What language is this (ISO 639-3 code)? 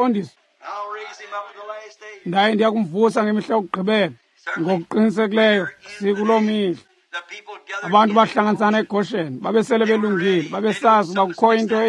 xho